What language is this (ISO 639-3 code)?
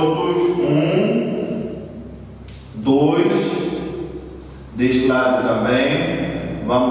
por